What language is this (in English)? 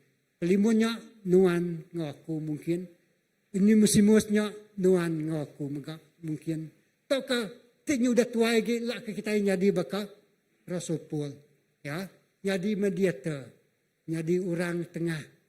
Iban